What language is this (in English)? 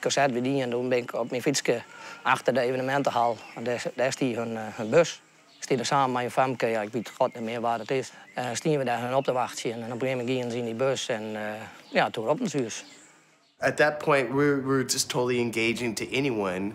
Western Frisian